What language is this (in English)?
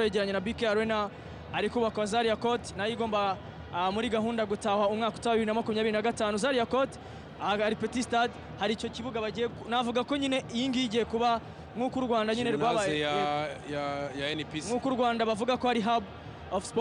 Kinyarwanda